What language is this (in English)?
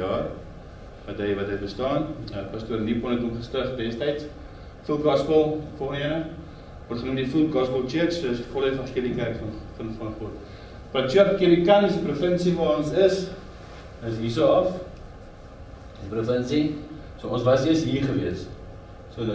Afrikaans